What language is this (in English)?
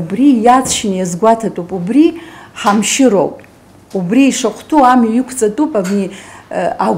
Abkhazian